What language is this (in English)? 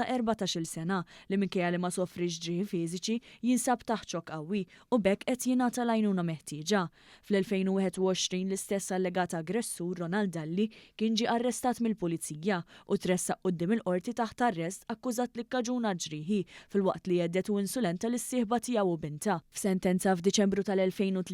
Maltese